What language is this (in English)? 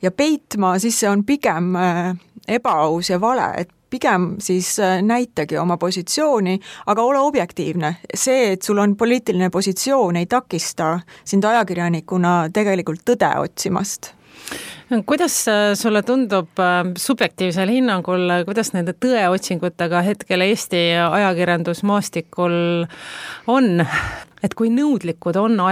Estonian